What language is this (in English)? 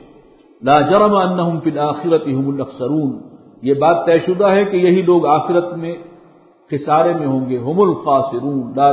Urdu